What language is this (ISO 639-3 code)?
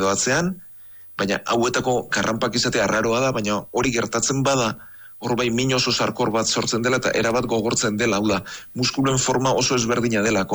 eus